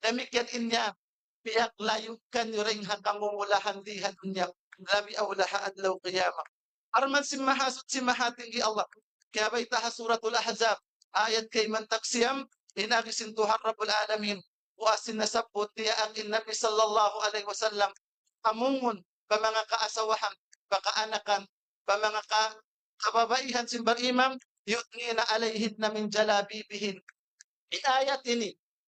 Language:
Tausug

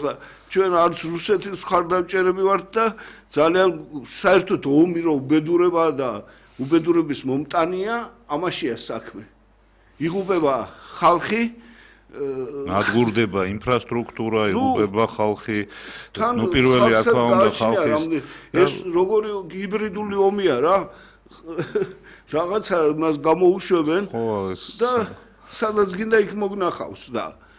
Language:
Georgian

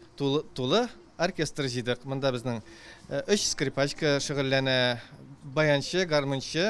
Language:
Tatar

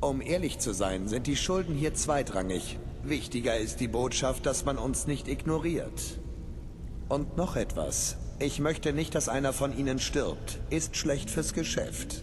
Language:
Bavarian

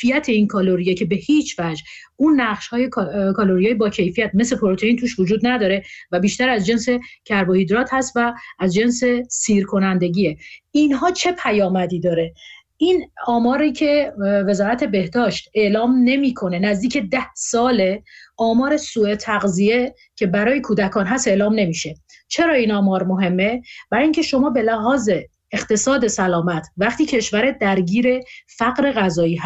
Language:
Persian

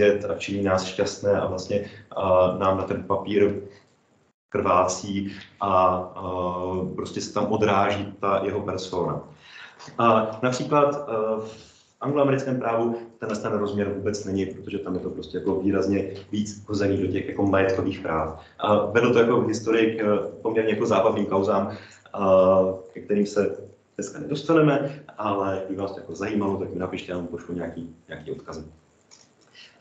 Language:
Czech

